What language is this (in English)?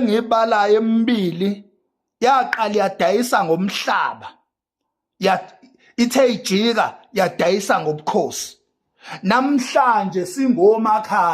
Zulu